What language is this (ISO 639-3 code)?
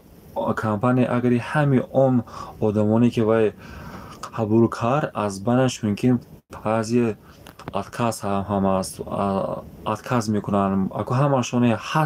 tgk